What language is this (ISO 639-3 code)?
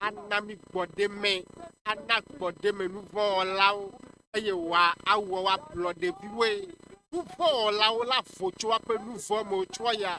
ewe